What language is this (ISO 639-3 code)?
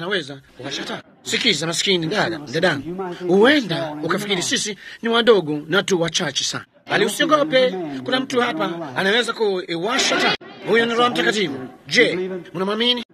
swa